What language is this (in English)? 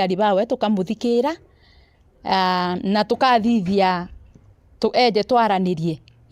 Meru